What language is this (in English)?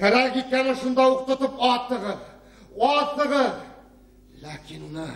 Bashkir